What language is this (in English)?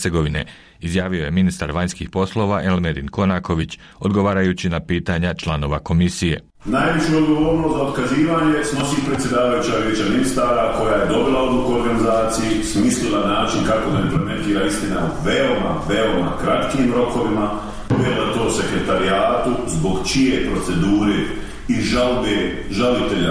Bosnian